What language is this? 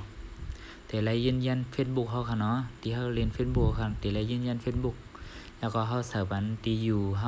Shan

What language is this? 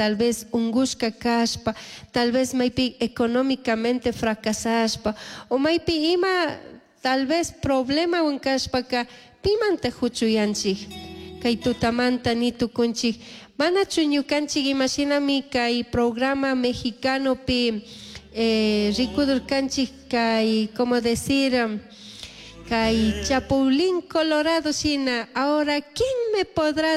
Chimborazo Highland Quichua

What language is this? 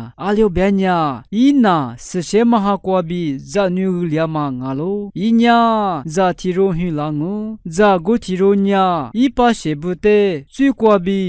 Lisu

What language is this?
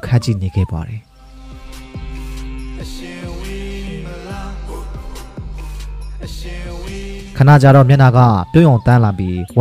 Burmese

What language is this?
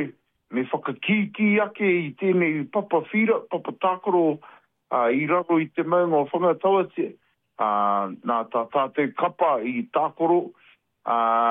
Māori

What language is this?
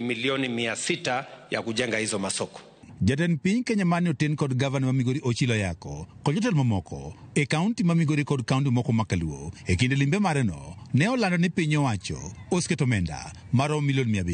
Luo (Kenya and Tanzania)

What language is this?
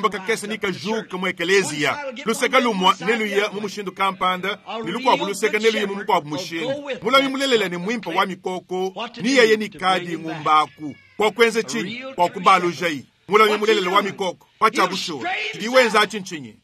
Luba-Lulua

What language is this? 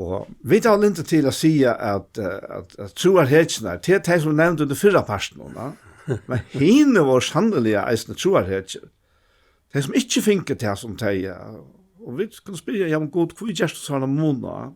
Faroese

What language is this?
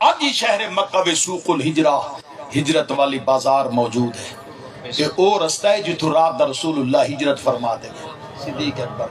Saraiki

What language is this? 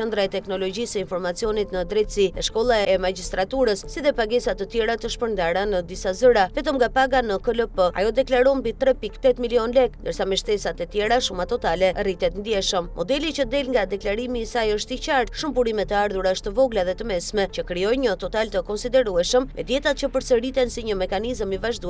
Albanian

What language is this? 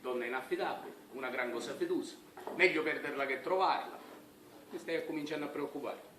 Sicilian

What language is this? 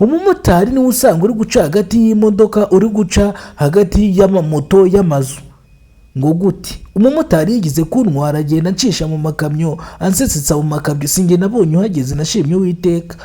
Kinyarwanda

